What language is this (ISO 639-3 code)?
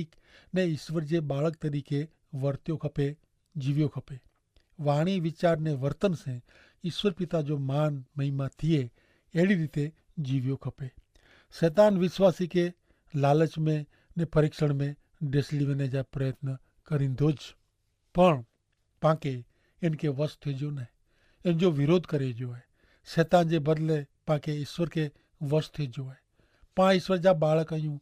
kfr